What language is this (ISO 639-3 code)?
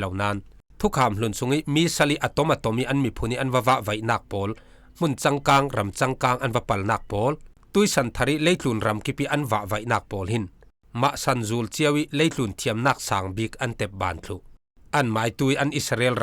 cfm